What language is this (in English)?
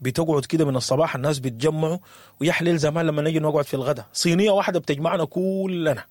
Sudanese Arabic